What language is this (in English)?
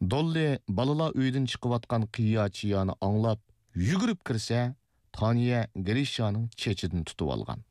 Uyghur